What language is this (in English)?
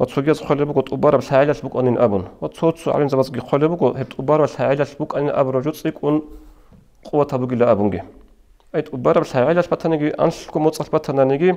Avaric